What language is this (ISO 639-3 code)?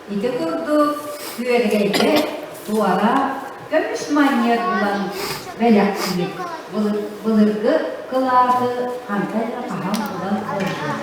sah